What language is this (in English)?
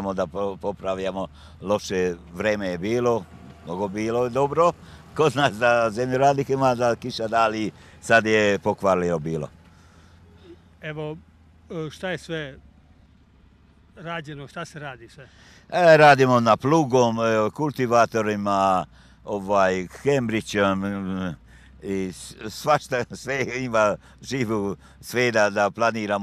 Serbian